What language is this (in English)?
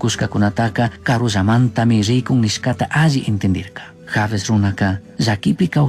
Chimborazo Highland Quichua